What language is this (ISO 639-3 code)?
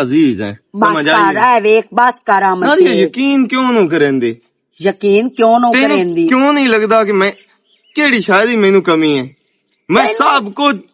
lah